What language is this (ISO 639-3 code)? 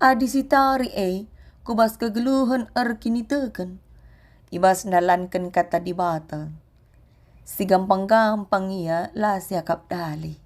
btx